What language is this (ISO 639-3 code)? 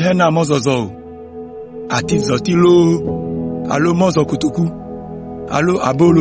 ewe